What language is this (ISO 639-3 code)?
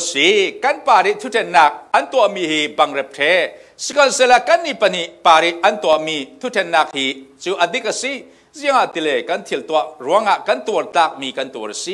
cfm